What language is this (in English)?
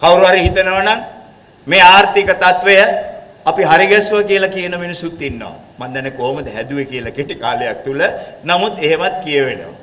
Sinhala